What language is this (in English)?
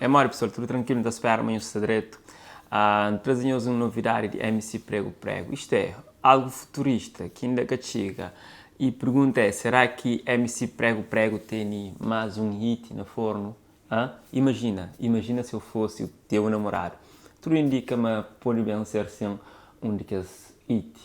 Kabuverdianu